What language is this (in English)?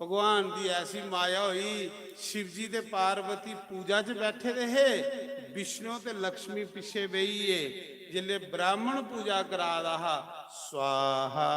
Dogri